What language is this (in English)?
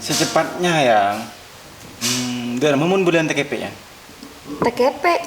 Madurese